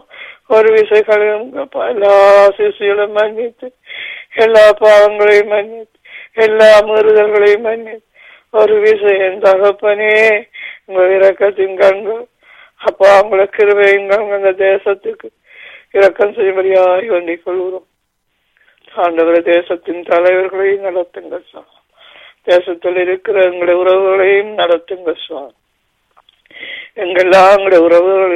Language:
Tamil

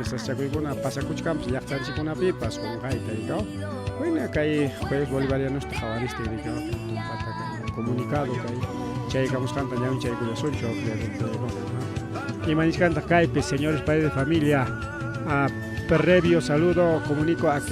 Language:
Ayacucho Quechua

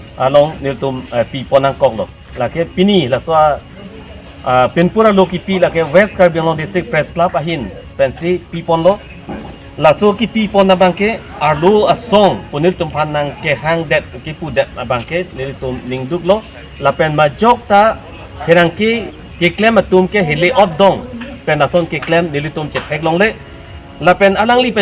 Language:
Karbi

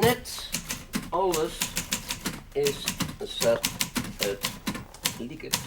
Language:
Western Frisian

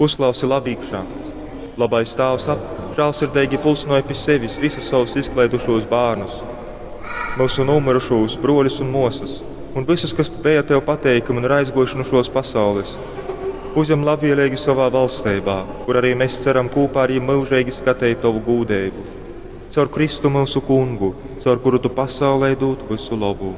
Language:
Latgalian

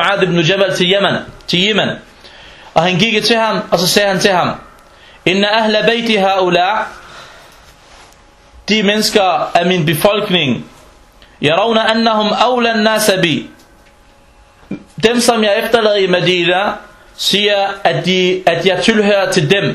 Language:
Danish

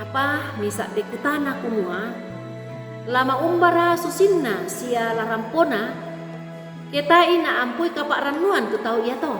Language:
Toraja-Sa'dan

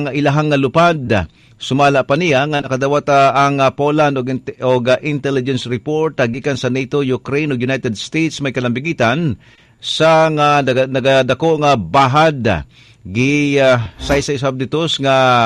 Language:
Cebuano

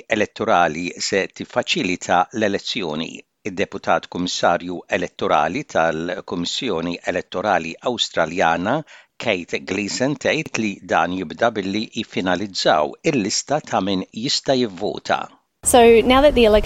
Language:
Maltese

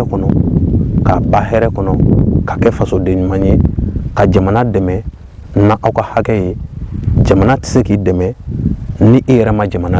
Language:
Bambara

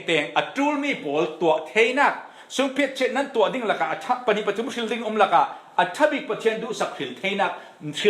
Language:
Falam Chin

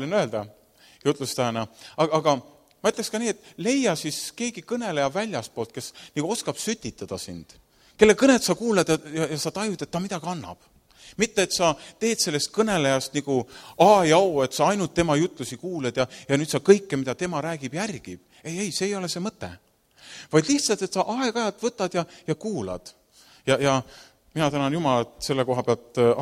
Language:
Estonian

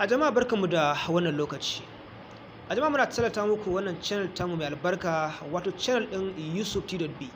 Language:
Hausa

